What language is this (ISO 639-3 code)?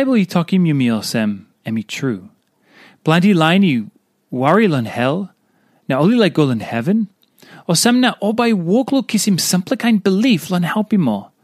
tpi